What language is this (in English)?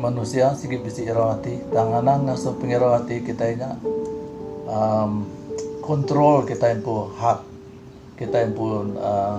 Iban